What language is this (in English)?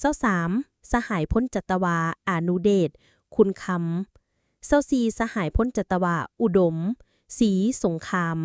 Lao